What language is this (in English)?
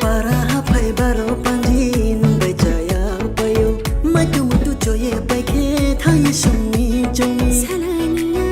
Kok Borok